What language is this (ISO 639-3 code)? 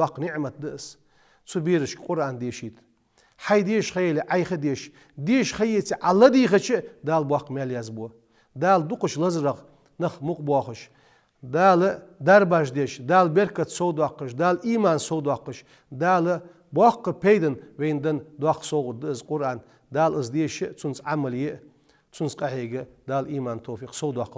inh